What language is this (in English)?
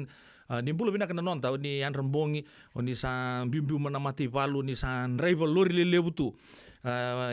Fijian